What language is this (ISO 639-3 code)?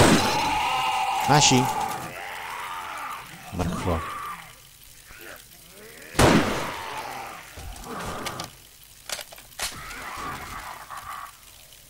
ces